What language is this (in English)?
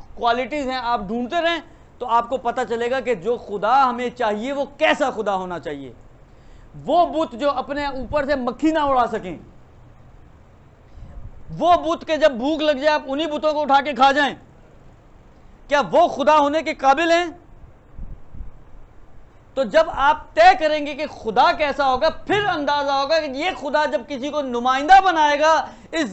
Urdu